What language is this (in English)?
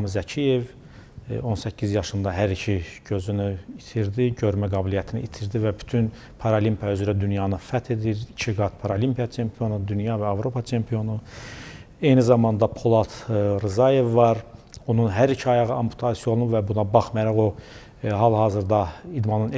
Azerbaijani